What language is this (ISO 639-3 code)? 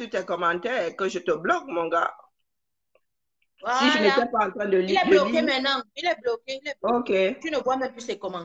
fra